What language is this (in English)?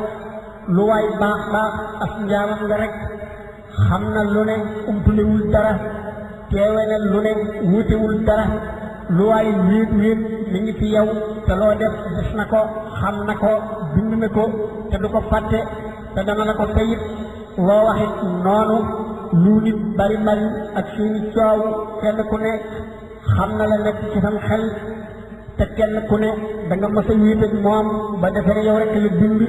Wolof